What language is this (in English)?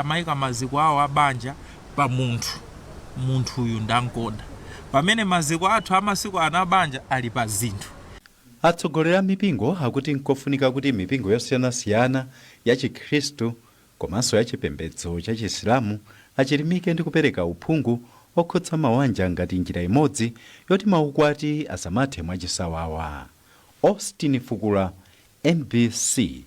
Nyanja